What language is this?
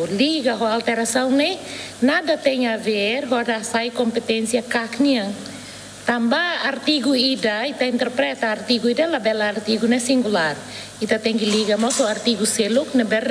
Tetum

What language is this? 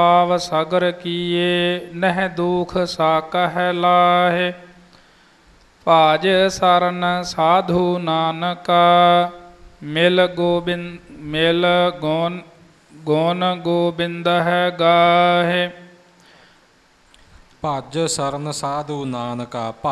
Punjabi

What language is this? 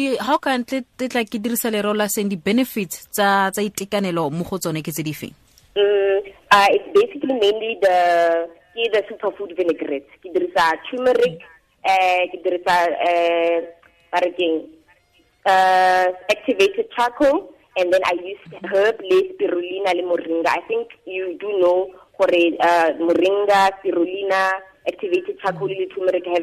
Tswana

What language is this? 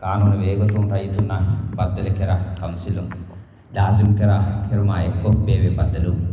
Divehi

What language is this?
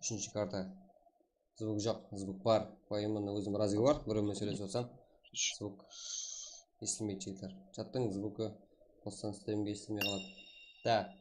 Kara-Kalpak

